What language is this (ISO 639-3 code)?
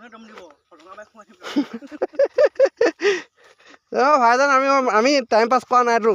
asm